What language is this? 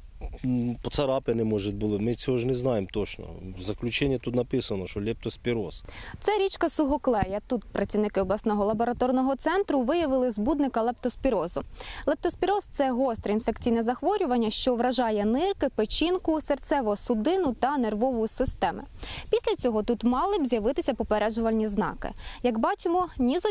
Ukrainian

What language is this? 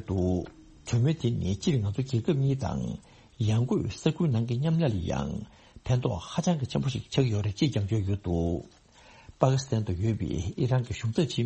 Tibetan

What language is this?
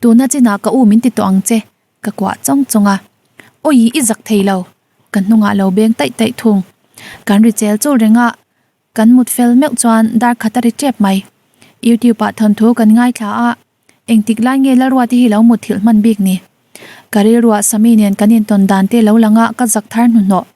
Mizo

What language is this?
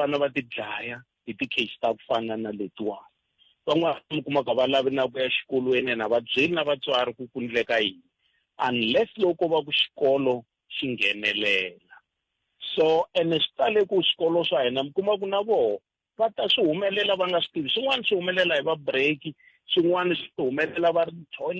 Tsonga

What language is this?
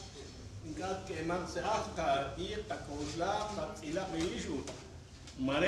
Kekchí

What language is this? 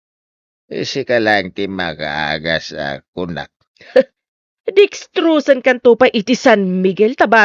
Iloko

